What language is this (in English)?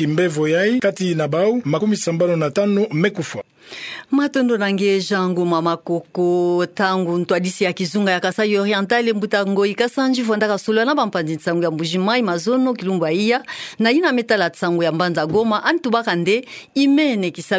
Kituba (Democratic Republic of Congo)